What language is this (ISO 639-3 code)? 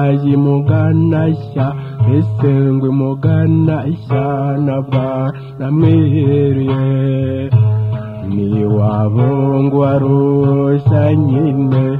kin